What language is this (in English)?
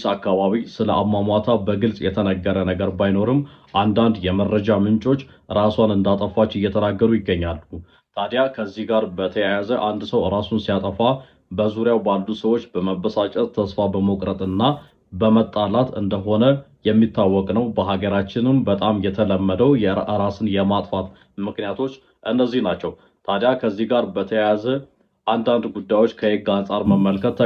Amharic